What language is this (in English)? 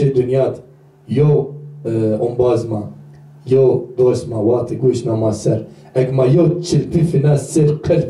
Zaza